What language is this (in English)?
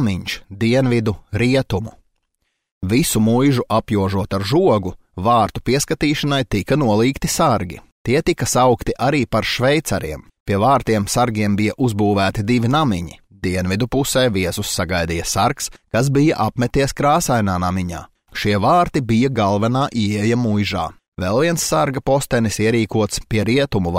Latvian